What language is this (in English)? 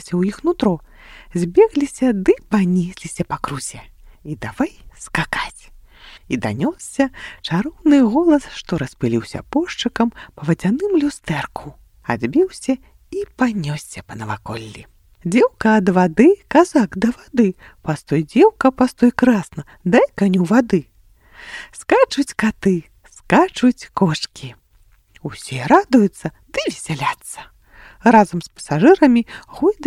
Belarusian